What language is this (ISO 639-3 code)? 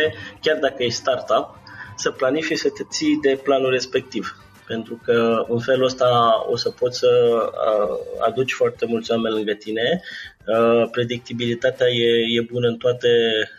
ron